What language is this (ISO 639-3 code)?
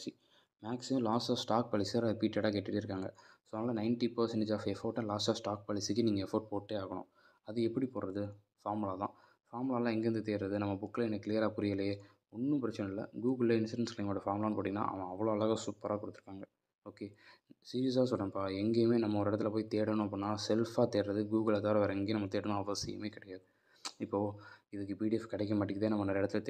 tam